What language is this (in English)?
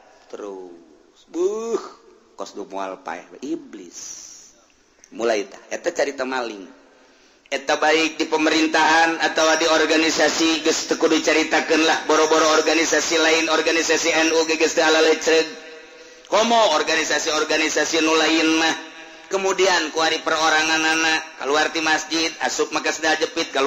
Sundanese